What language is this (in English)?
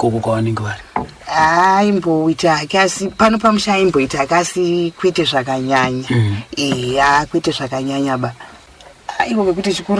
Shona